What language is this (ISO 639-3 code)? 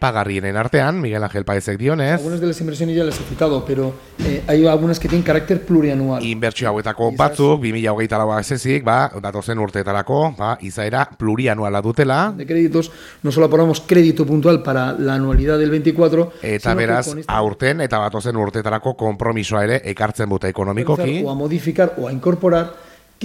eus